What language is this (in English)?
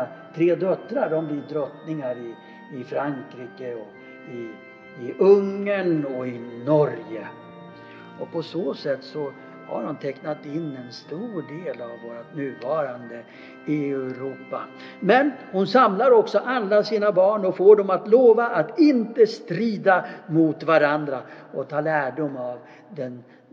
Swedish